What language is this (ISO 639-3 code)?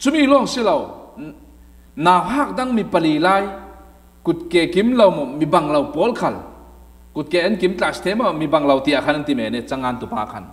cfm